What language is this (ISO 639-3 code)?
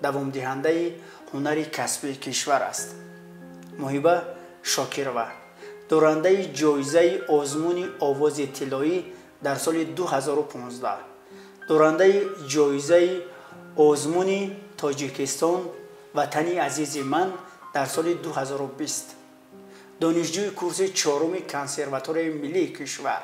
tgk